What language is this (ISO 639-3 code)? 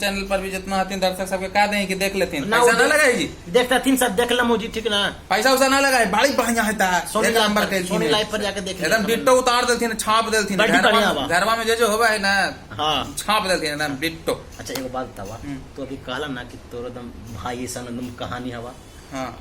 mag